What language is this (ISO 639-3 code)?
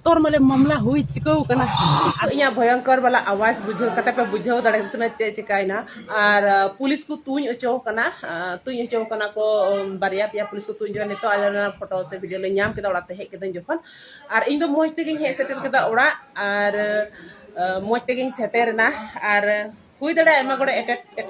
sat